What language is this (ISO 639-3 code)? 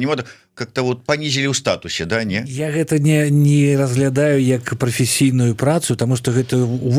bel